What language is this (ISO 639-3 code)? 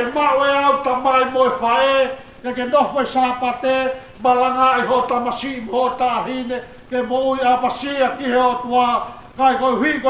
ton